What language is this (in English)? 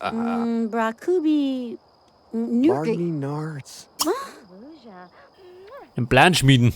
Bavarian